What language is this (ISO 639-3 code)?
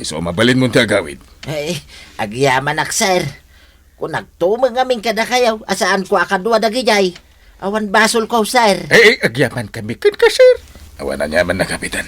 ilo